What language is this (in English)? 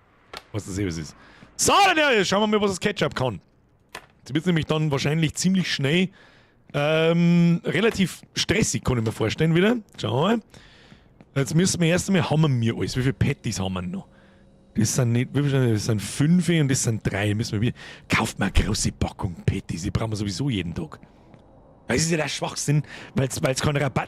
Bavarian